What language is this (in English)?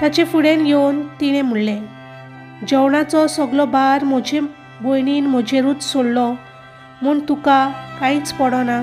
Konkani